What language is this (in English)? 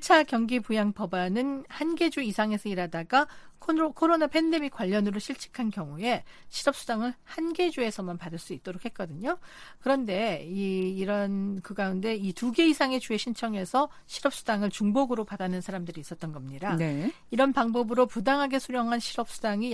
Korean